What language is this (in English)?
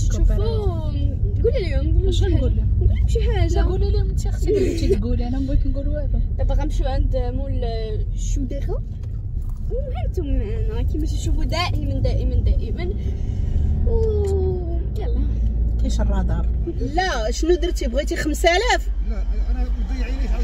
Moroccan Arabic